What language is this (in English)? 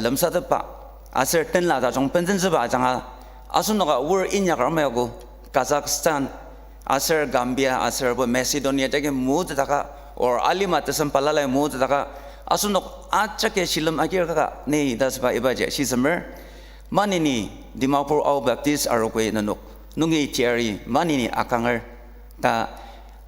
Ao Naga